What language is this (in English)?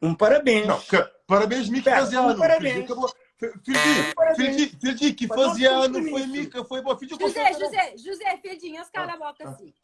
Kabuverdianu